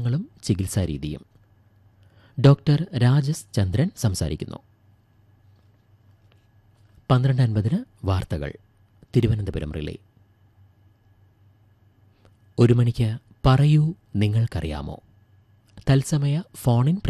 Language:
Malayalam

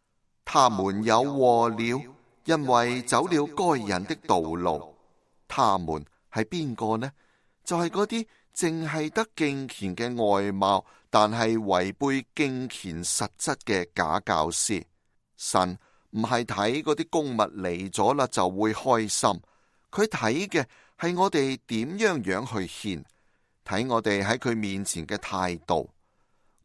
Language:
Cantonese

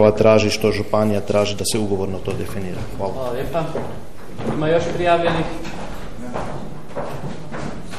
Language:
Croatian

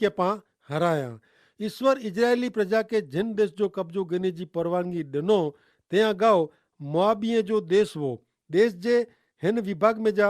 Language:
Kachhi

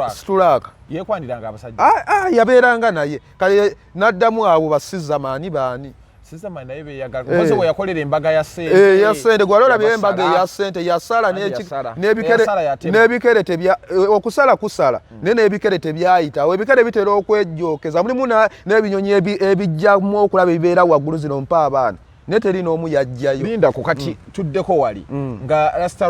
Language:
Ganda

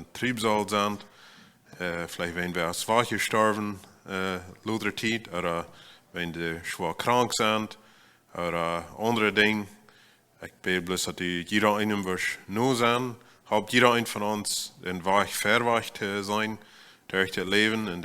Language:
Plautdietsch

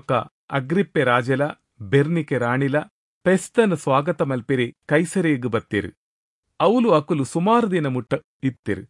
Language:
Tulu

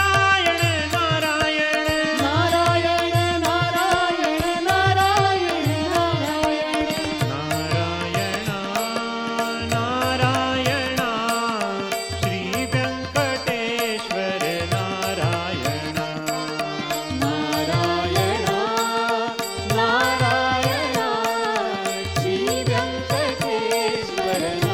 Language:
Kannada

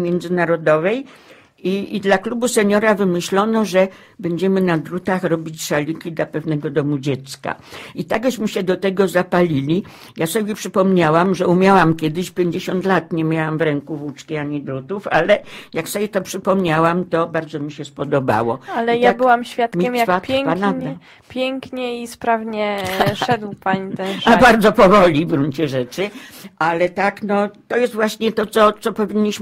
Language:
Polish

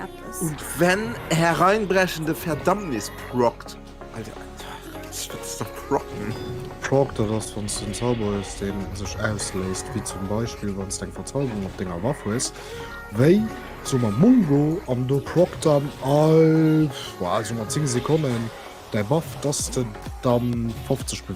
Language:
Luxembourgish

